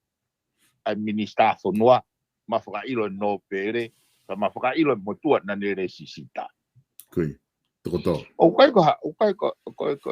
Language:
Tongan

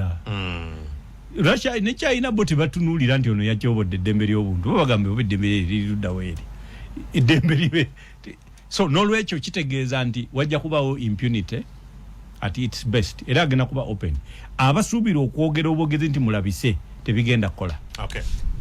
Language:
Ganda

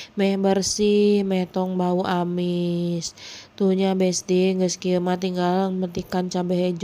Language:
Sundanese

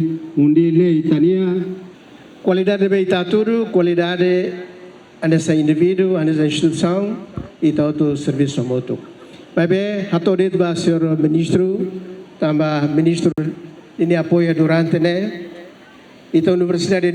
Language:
Tetum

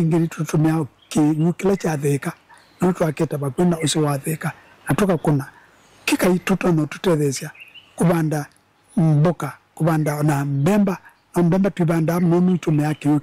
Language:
Kamba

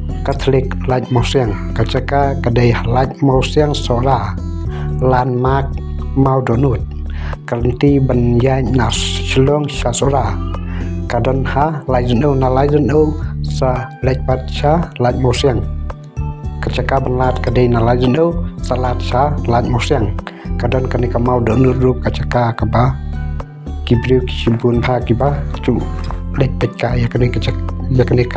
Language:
Khasi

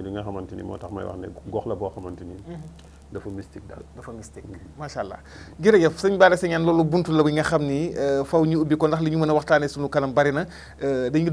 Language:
Wolof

